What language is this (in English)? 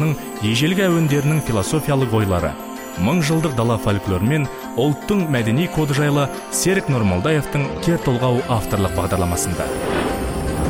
Kazakh